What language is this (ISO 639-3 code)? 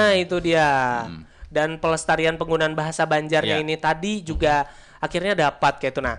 bjn